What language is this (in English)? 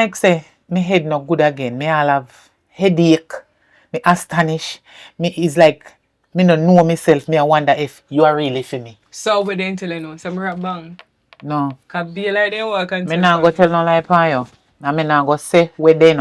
Jamaican Creole English